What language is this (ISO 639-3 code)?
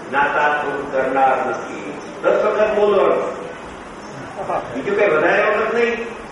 guj